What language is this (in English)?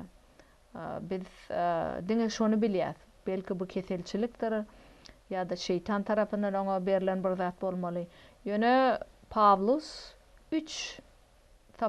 Turkmen